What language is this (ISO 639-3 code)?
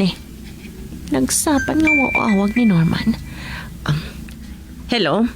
ilo